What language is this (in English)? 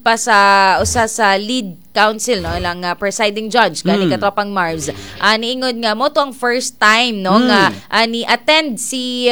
Cebuano